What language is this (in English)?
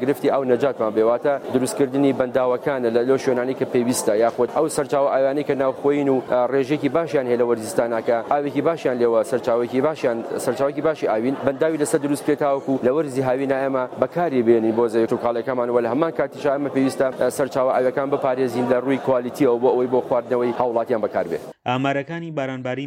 Central Kurdish